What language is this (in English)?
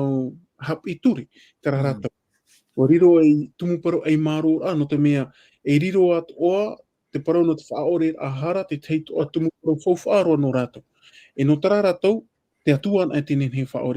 Tahitian